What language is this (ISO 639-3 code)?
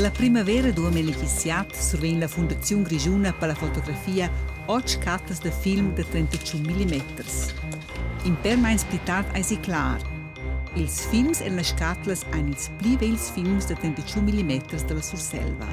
roh